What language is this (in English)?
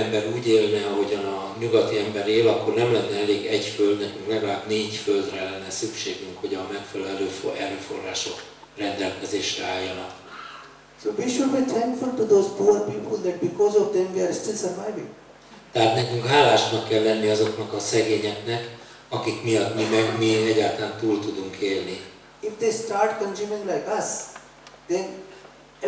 Hungarian